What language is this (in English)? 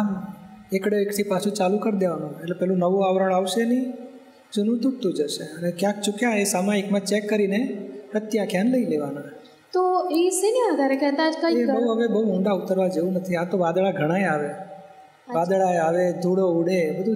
Gujarati